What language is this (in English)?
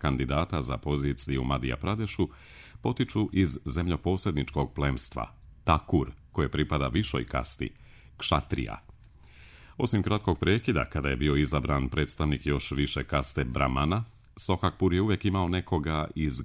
Serbian